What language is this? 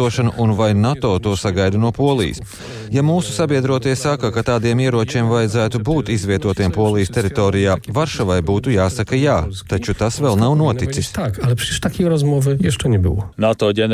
Latvian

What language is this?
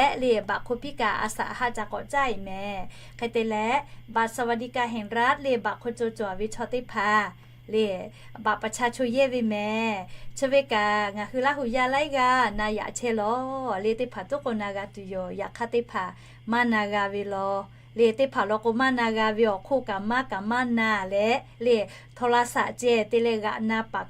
Lahu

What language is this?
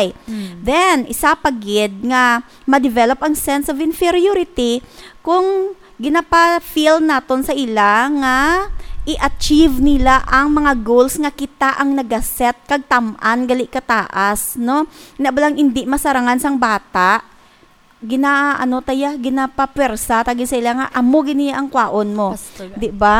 Hiligaynon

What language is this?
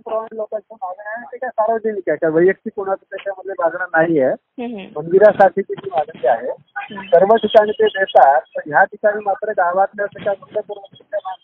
Marathi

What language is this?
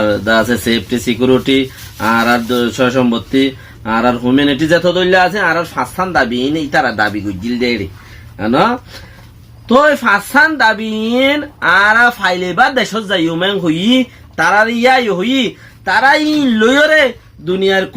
Rohingya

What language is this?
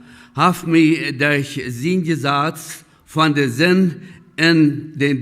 Plautdietsch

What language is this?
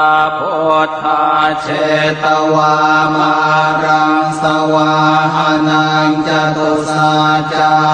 Pali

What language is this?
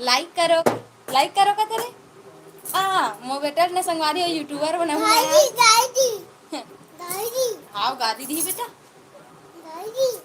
Chhattisgarhi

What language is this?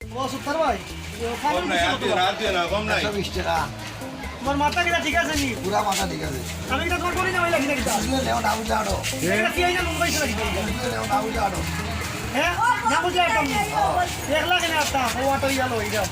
Sylheti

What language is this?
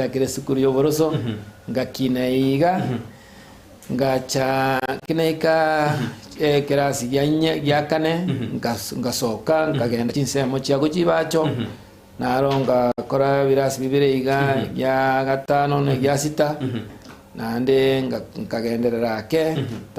Gusii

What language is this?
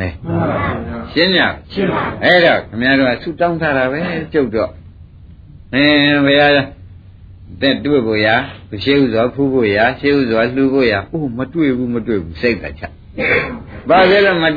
Burmese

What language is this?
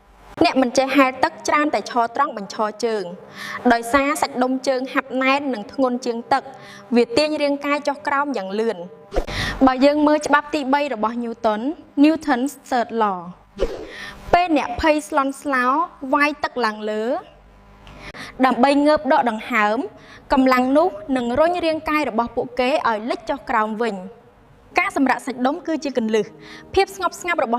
Khmer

